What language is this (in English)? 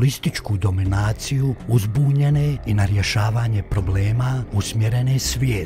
Bosnian